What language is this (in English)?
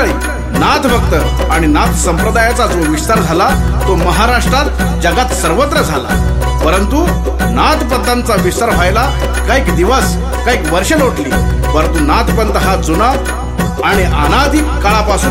Marathi